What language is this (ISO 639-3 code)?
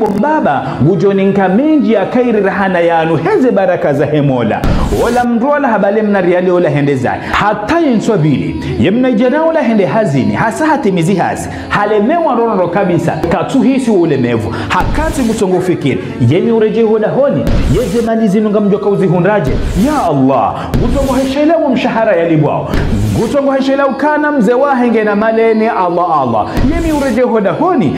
zdj